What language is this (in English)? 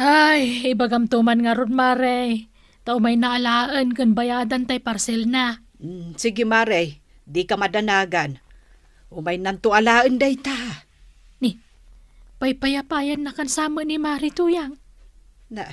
Iloko